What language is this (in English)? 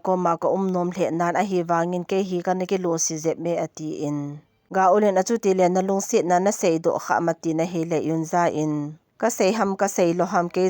Thado Chin